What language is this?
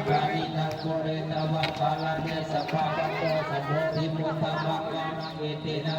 Pali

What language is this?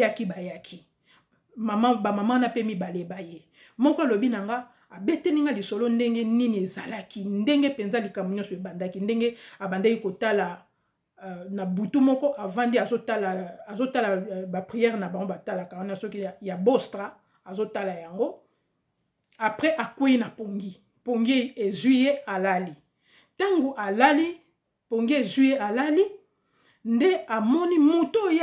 Lingala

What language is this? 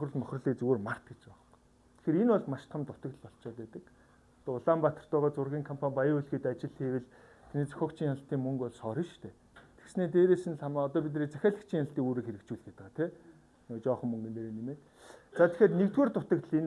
Mongolian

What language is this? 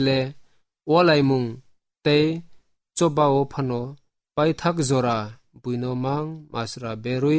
Kok Borok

